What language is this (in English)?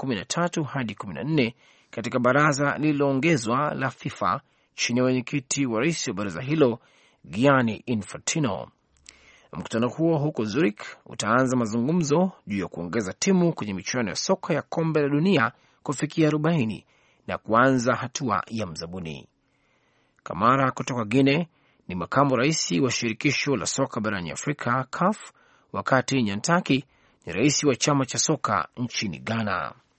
Swahili